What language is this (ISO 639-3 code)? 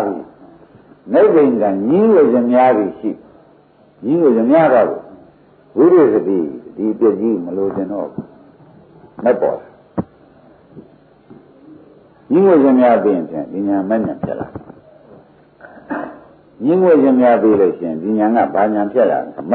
mya